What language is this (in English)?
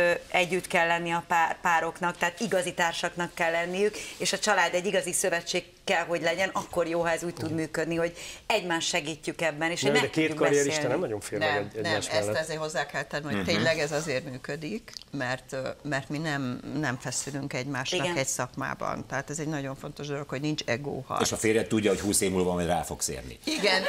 Hungarian